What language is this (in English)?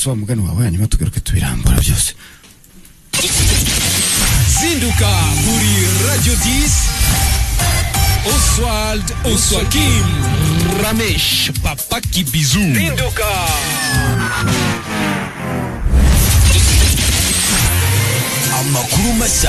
Kinyarwanda